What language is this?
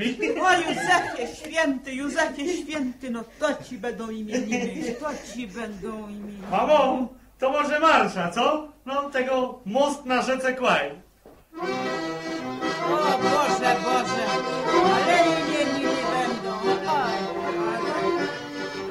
Polish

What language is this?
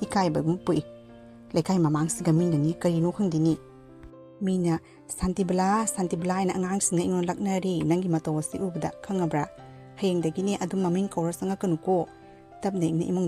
Manipuri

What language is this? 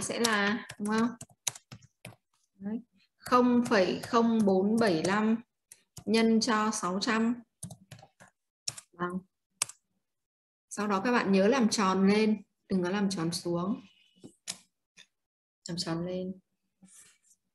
Vietnamese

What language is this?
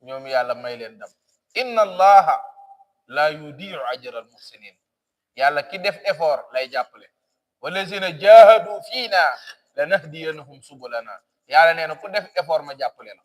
Wolof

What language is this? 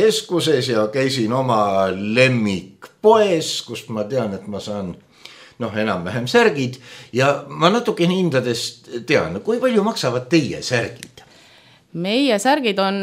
Estonian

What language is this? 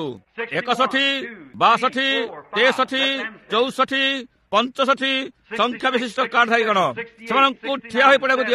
Odia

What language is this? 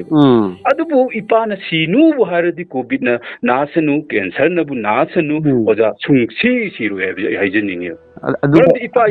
Manipuri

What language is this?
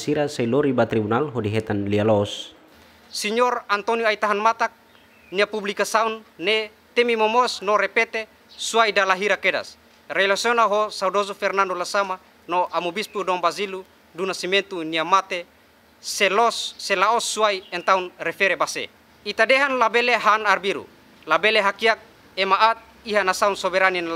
Tetum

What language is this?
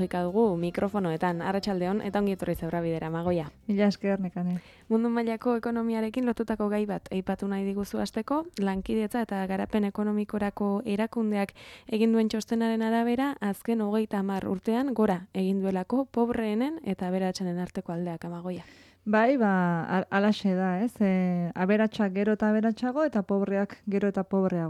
Basque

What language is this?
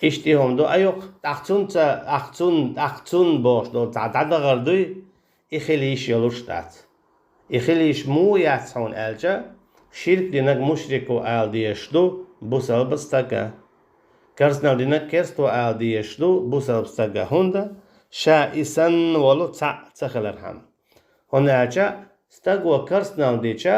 Chechen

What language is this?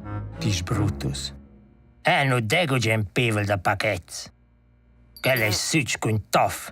Romansh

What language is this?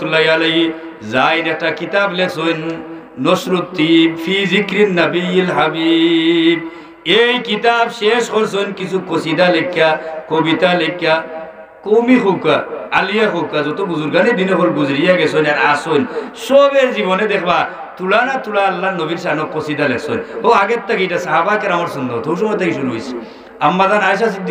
Sylheti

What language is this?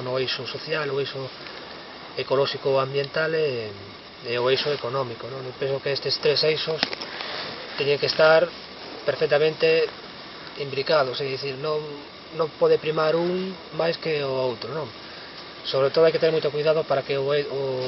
Galician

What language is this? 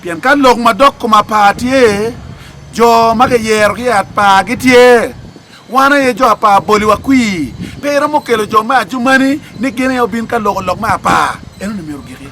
Acoli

